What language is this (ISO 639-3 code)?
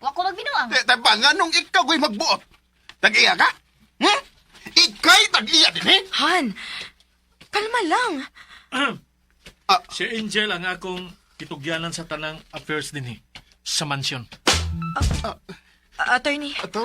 ceb